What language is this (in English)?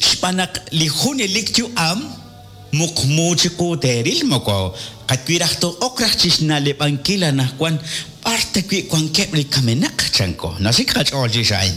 Kekchí